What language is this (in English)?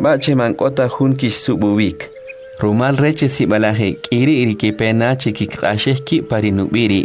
Kʼicheʼ